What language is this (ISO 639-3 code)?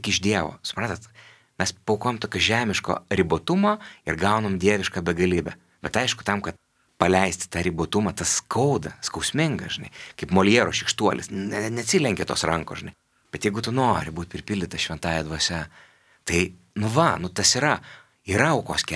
lit